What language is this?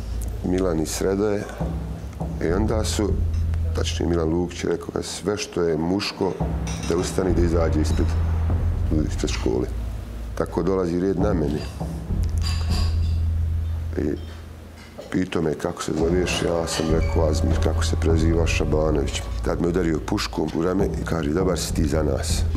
Bosnian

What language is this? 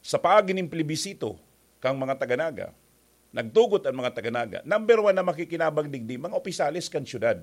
Bikol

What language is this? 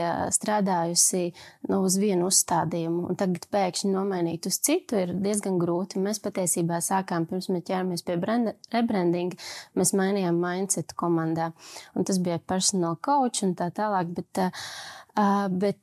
Latvian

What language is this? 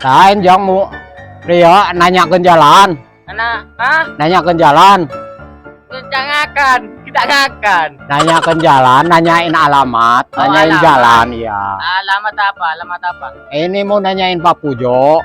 Madurese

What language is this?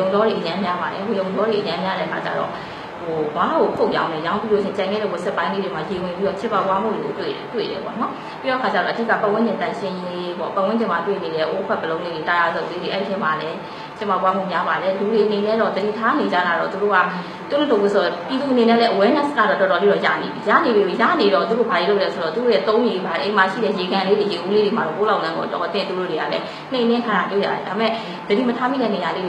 Burmese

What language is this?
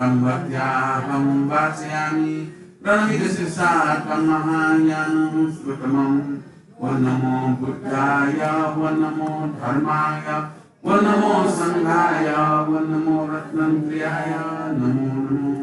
Newari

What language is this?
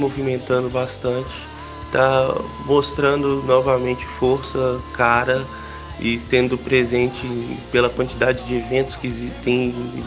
Portuguese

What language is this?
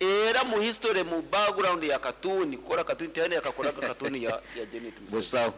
Nyankole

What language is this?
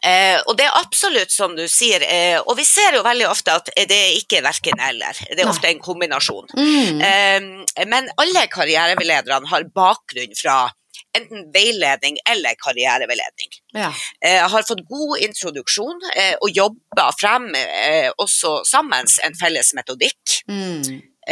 Norwegian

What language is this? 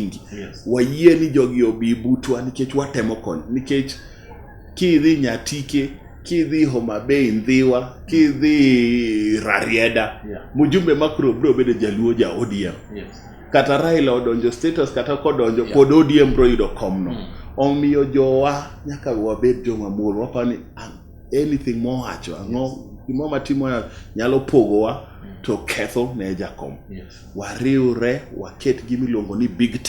Luo (Kenya and Tanzania)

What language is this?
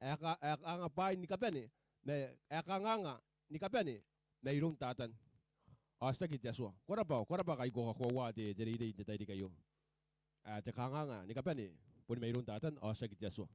Gilbertese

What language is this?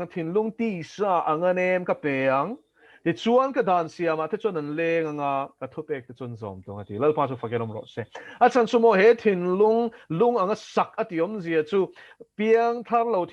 Mizo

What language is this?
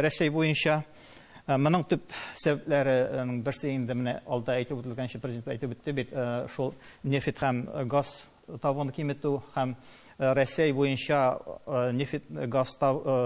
Tatar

